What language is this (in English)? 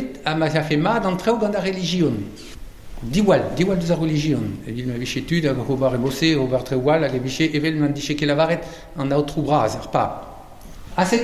Breton